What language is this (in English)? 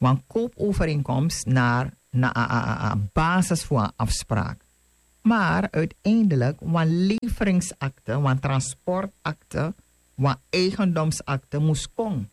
Sranan Tongo